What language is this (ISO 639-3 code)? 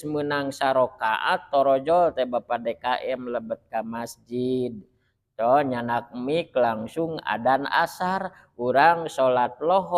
sun